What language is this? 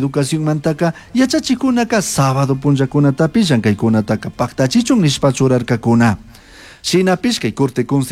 Chimborazo Highland Quichua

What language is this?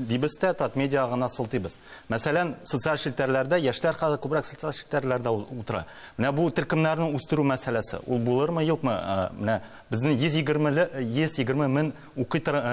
Tatar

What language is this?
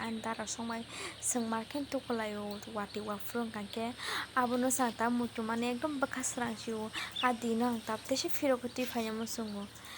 Kok Borok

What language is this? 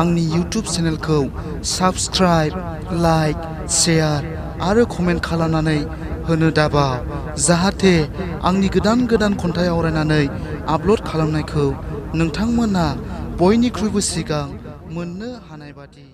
Bodo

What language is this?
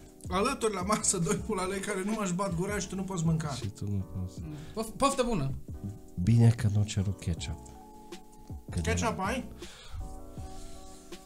Romanian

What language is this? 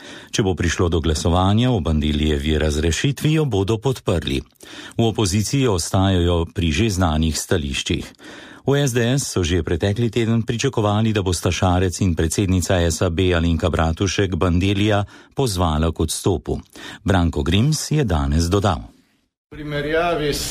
Slovenian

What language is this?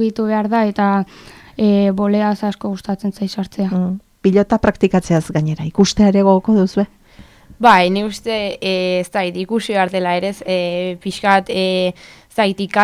Basque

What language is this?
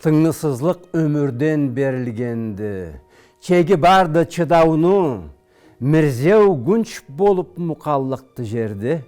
Karachay-Balkar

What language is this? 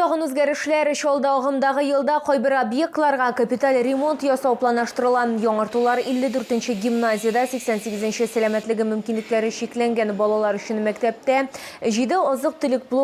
Tatar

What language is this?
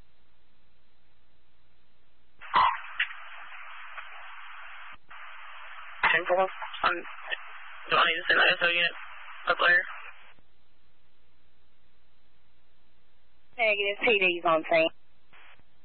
English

